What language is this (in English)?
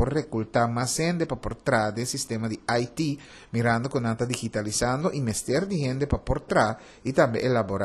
Papiamento